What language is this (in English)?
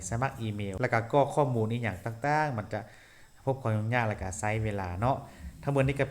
Lao